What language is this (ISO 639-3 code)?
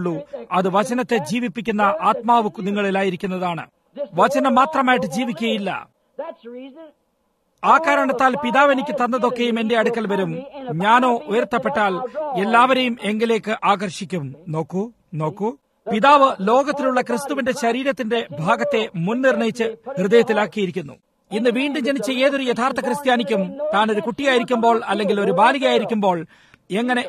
mal